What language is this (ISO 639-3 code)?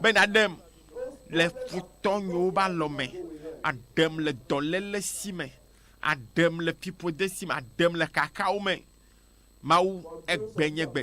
ewe